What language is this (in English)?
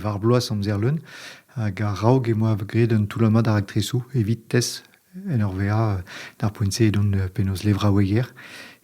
Breton